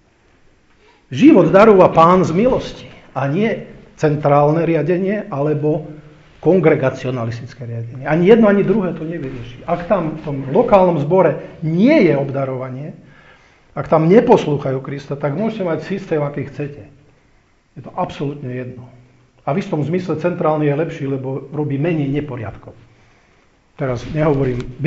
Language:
Slovak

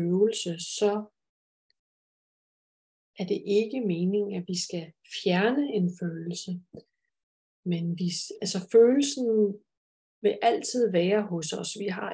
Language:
Danish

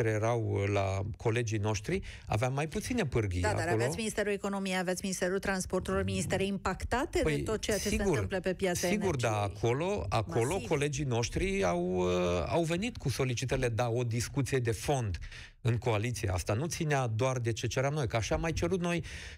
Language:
Romanian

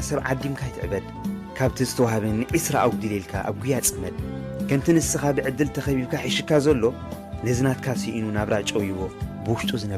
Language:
Tigrinya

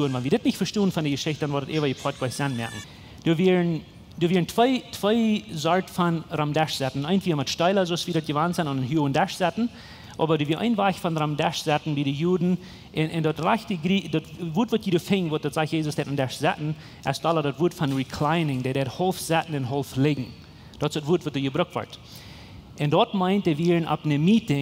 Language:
Plautdietsch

